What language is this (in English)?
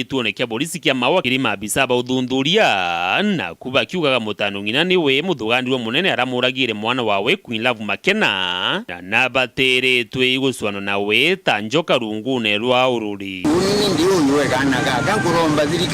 Meru